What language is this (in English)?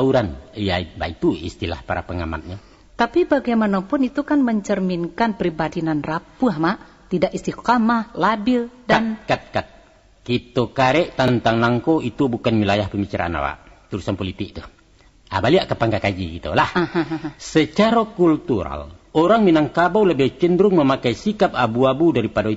Minangkabau